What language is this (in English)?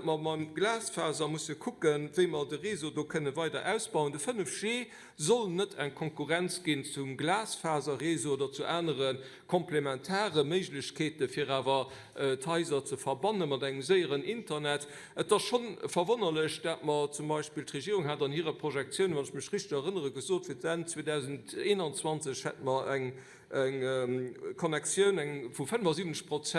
Luxembourgish